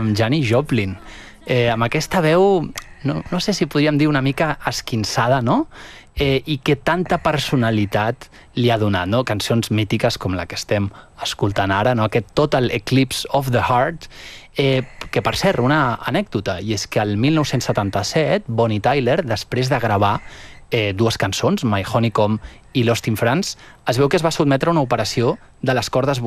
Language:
Catalan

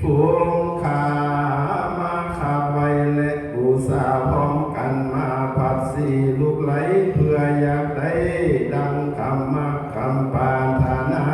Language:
Lao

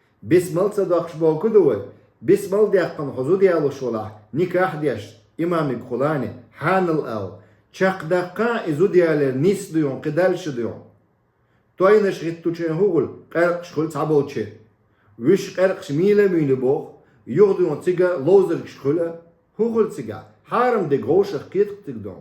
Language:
Chechen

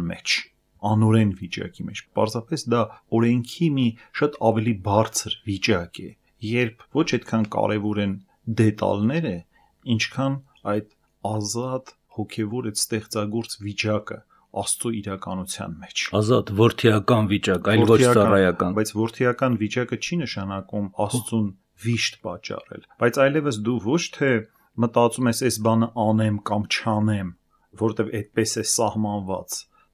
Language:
Armenian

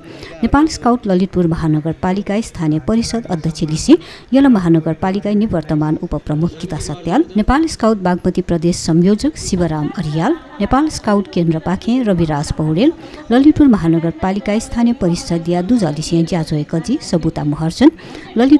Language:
Newari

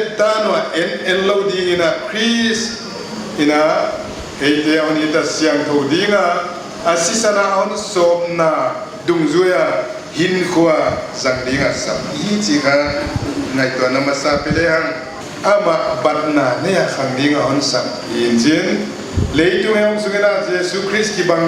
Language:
Paite Chin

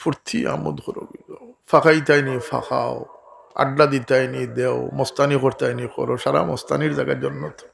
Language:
Sylheti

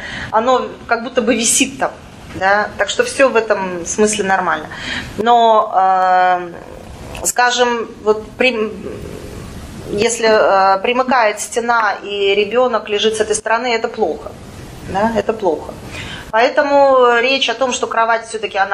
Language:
Russian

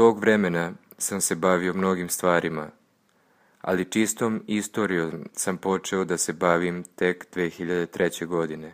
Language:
Serbian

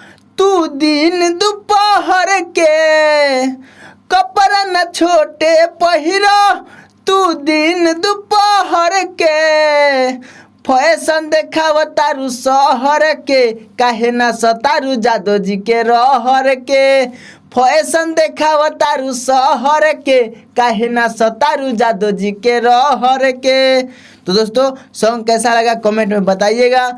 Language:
Bhojpuri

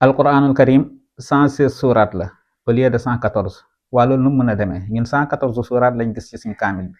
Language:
Wolof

